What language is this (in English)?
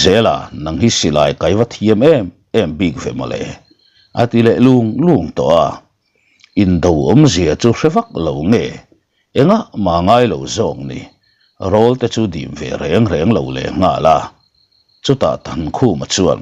Mizo